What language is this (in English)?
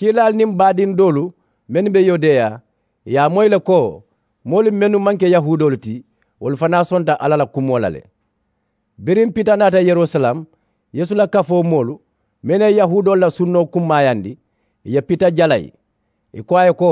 Mandingo